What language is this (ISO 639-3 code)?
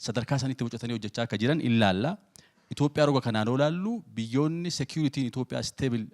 orm